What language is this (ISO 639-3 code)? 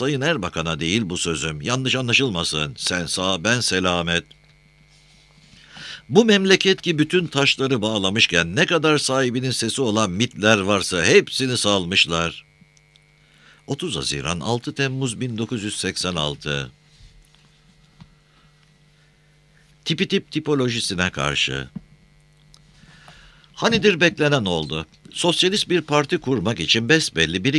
tur